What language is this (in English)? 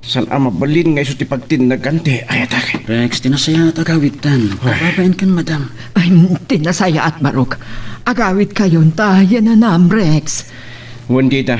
Iloko